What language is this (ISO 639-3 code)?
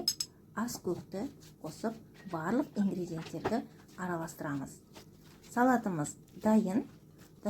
kaz